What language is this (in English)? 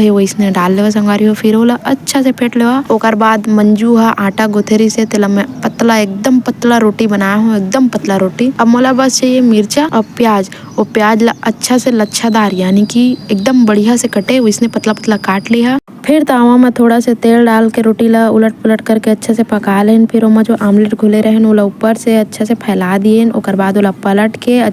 Chhattisgarhi